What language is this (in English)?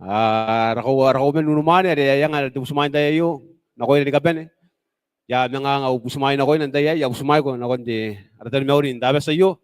Gilbertese